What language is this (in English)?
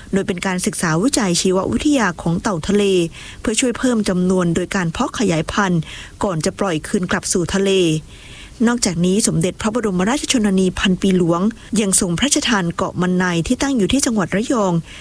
Thai